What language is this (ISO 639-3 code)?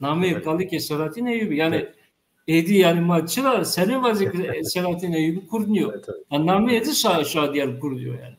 zza